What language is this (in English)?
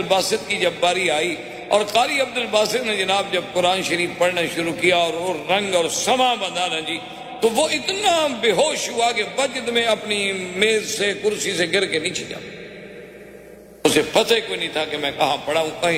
Urdu